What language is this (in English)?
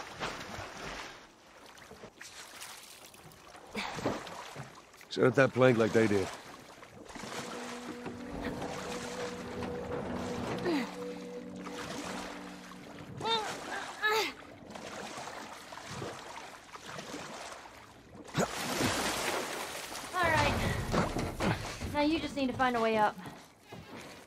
English